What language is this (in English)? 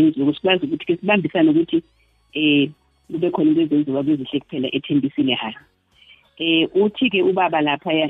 South Ndebele